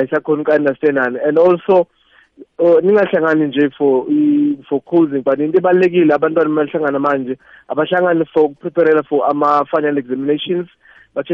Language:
South Ndebele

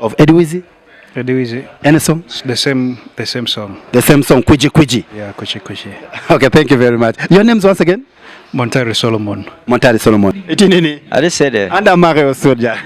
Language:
Acoli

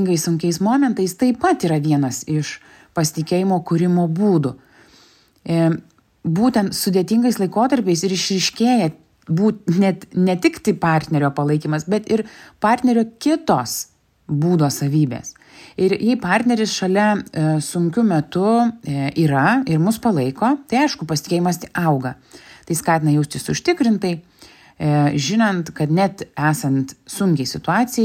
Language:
Lithuanian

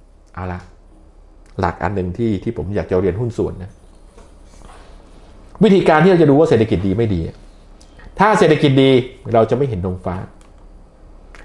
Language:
Thai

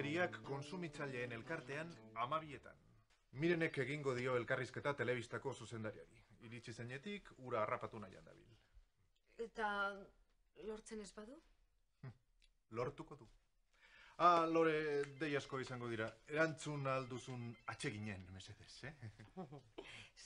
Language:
Basque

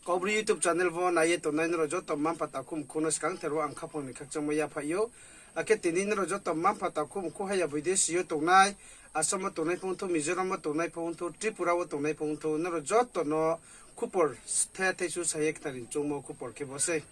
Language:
Riang (India)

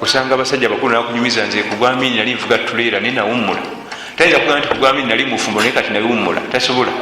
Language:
Ganda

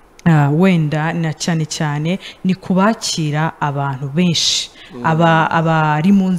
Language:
Kinyarwanda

